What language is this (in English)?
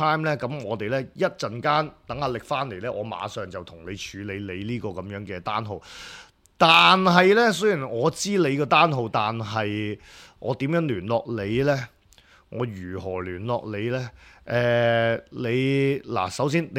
Cantonese